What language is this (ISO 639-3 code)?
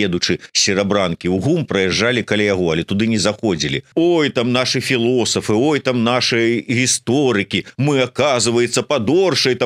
bel